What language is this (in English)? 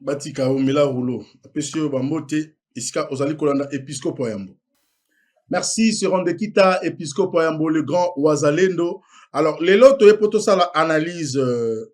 Lingala